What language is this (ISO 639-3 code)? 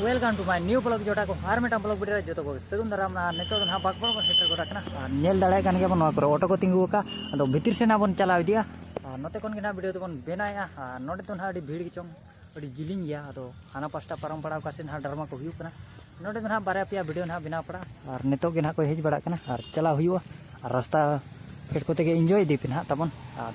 sat